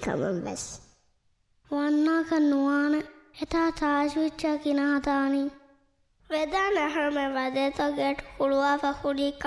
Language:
Divehi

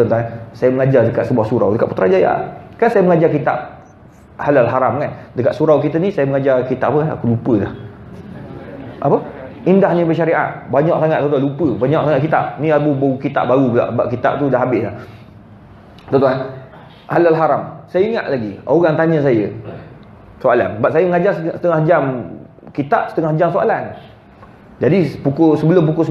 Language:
Malay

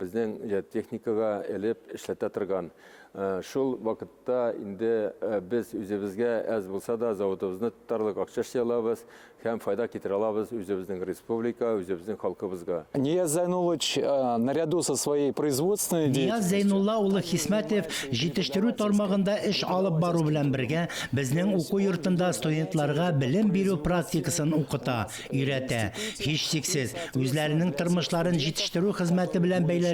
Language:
Tatar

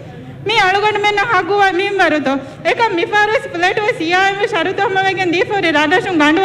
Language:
Divehi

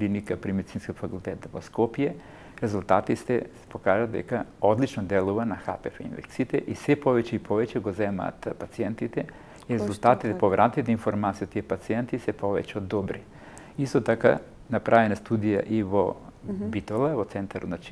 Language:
Macedonian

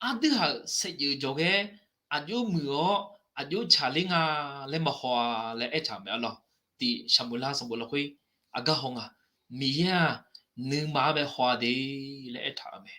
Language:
Akha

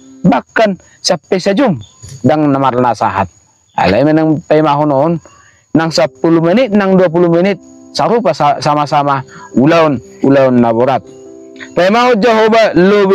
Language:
Batak Toba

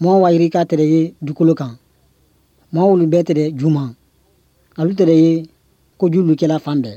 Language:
Bambara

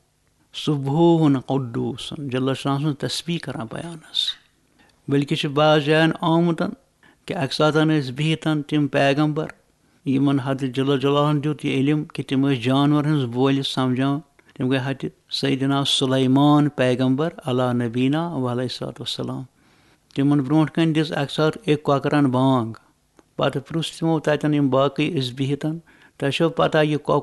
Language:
Kashmiri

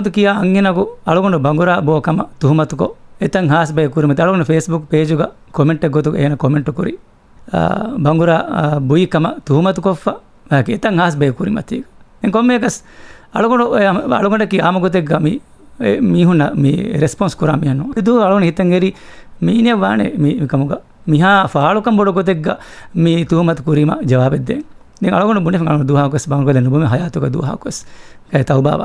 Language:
Divehi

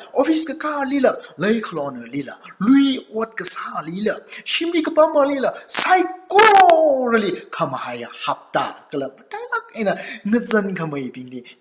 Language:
Tangkhul Naga (India)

